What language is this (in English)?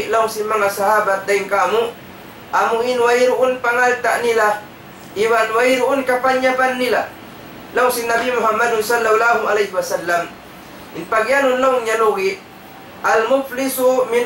Tausug